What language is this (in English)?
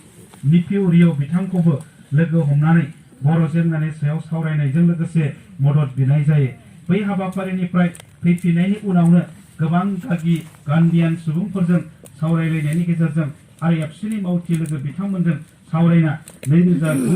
Bodo